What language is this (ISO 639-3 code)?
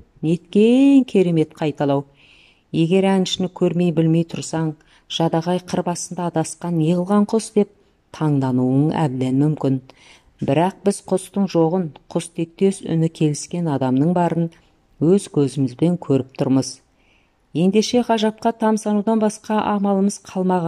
kaz